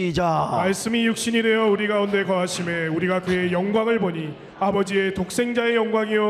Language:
Korean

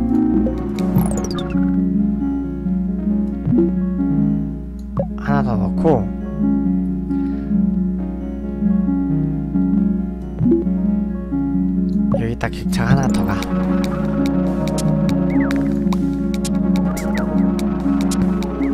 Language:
Korean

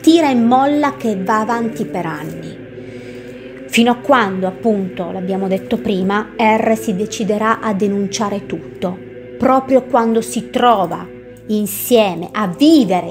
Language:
Italian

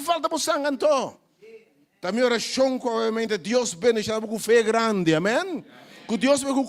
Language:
Papiamento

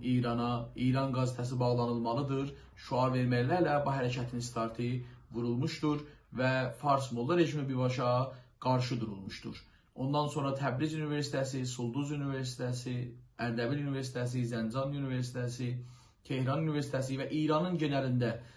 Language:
South Azerbaijani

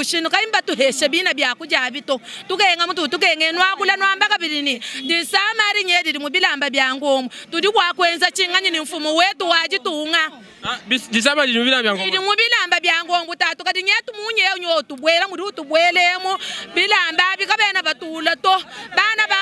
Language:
Luba-Lulua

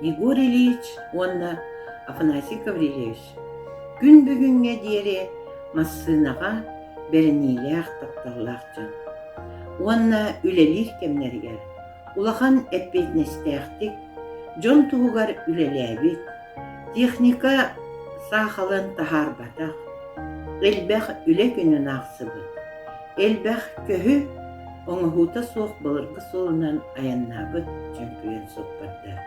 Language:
Yakut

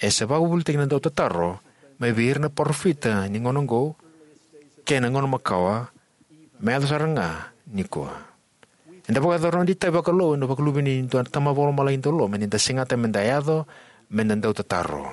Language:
Fijian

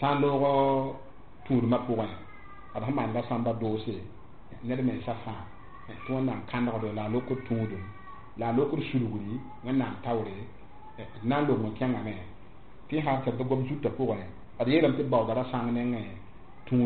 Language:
Mossi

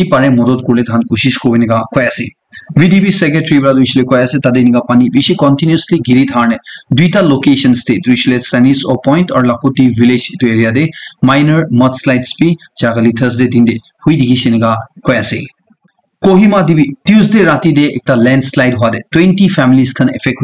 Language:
Naga Pidgin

